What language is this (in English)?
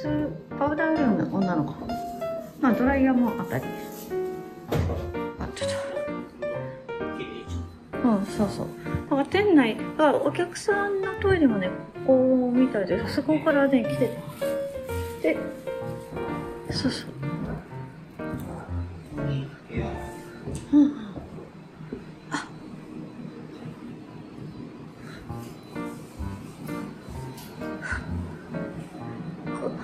Japanese